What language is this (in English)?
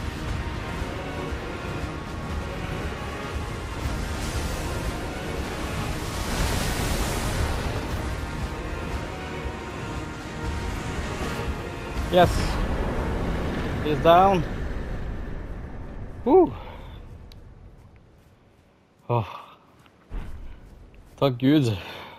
Norwegian